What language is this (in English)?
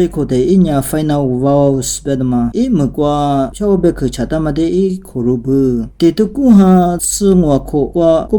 Lisu